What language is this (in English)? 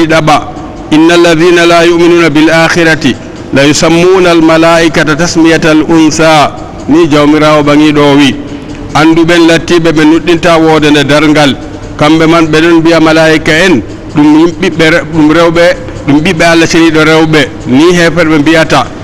Fula